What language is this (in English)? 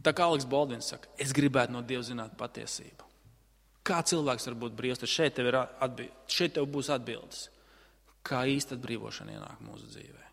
Latvian